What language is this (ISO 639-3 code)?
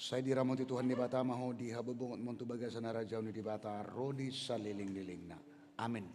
bbc